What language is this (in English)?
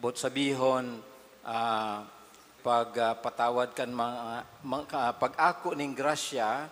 Bikol